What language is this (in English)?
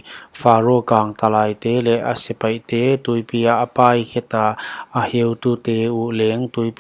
Paite Chin